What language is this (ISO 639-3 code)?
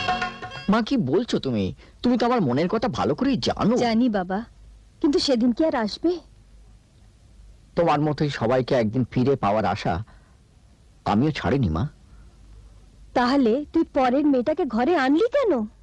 ben